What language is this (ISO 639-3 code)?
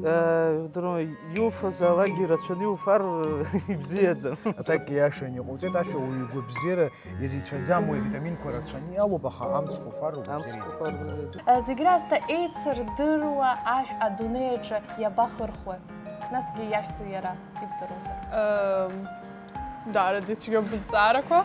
abk